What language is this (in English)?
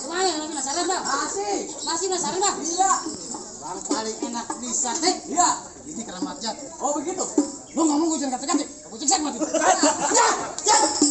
Betawi